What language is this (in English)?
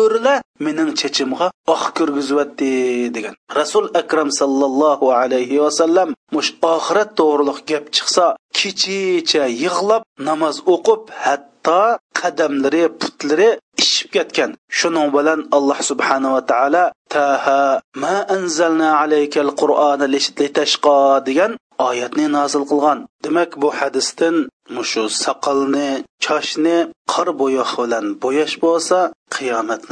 Uyghur